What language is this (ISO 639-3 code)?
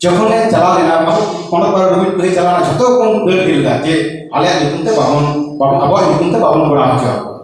sat